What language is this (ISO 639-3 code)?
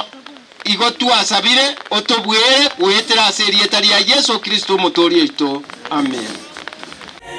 guz